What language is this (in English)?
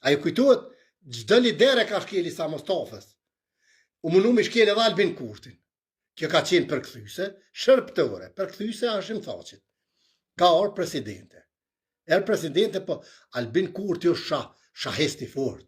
Albanian